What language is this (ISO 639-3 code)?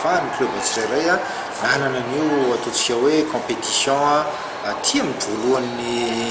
mlg